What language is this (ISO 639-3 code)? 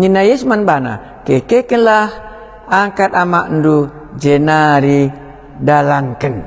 btx